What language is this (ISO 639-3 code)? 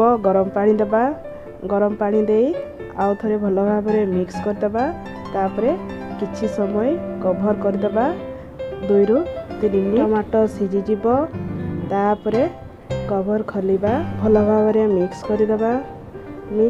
ori